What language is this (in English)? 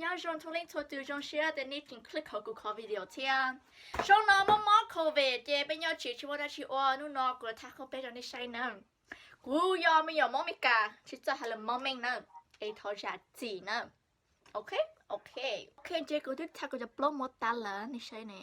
Hmong